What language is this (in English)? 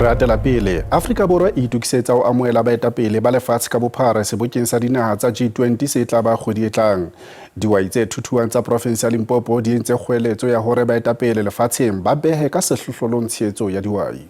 Southern Sotho